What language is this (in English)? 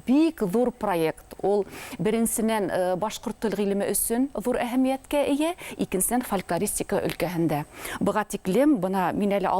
Bashkir